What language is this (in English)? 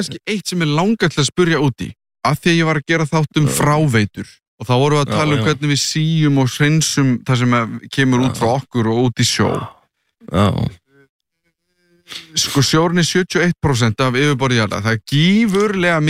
Icelandic